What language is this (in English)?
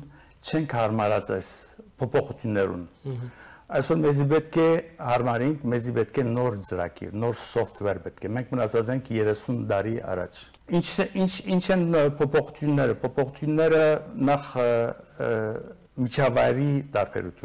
Western Armenian